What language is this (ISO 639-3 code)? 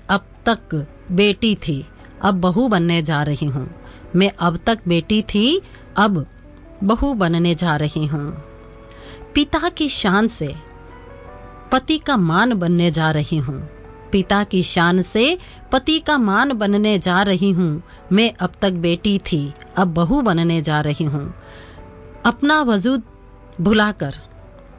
hin